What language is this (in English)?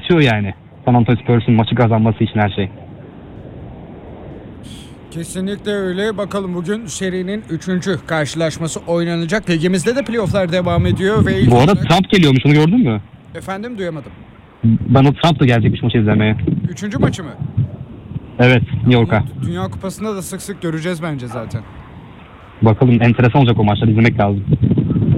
Turkish